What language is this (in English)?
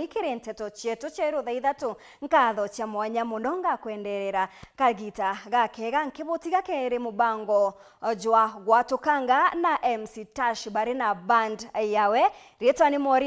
Meru